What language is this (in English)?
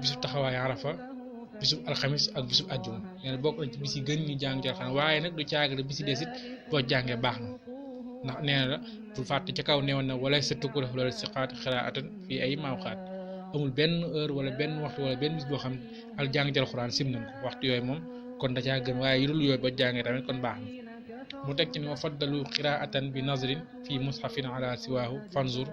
Wolof